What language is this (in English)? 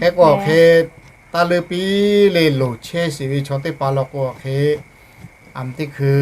Lahu